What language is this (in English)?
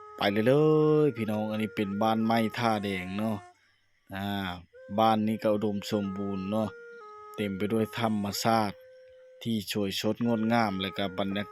Lao